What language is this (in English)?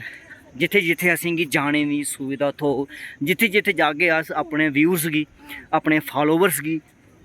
Dogri